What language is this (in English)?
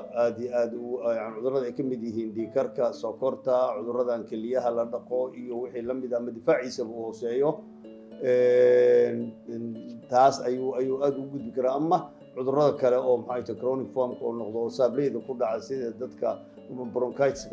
Somali